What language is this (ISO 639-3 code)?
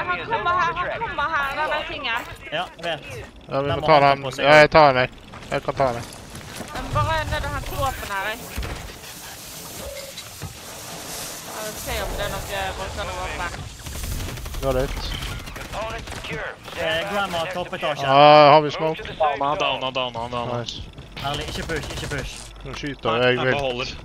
nor